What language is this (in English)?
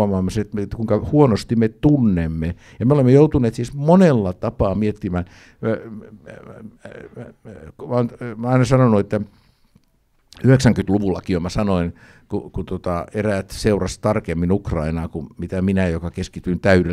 Finnish